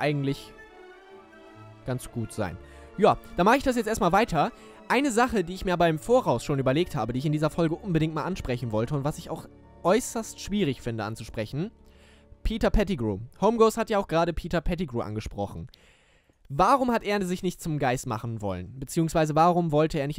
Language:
German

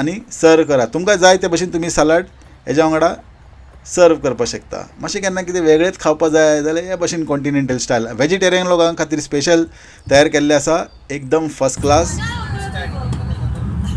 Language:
Konkani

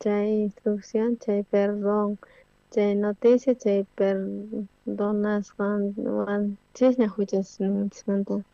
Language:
South Bolivian Quechua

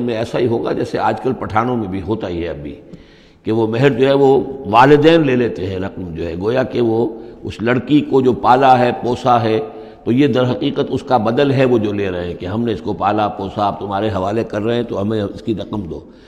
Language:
Urdu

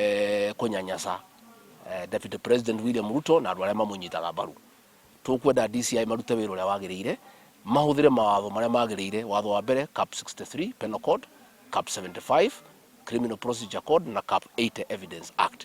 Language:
Kikuyu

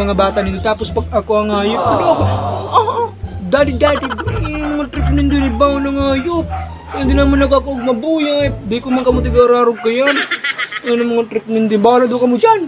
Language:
Bikol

